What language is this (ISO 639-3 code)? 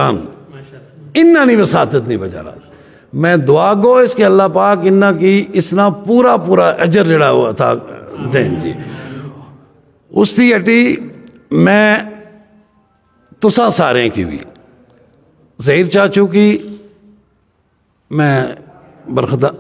phr